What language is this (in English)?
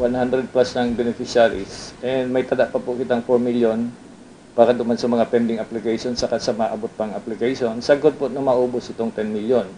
Bikol